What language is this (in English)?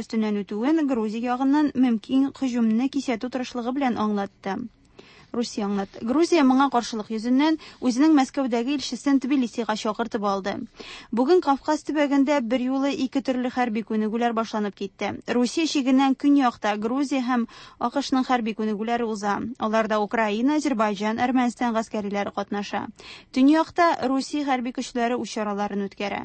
Tatar